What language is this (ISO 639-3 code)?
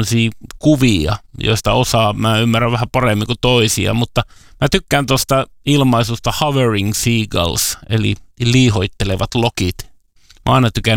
fin